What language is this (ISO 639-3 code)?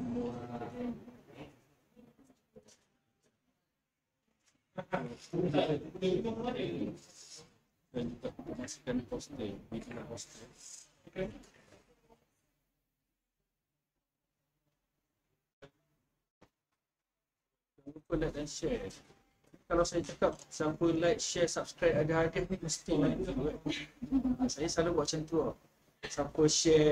msa